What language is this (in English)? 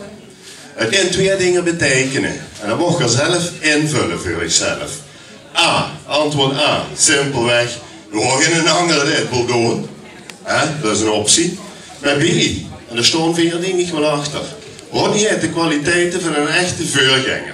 Limburgish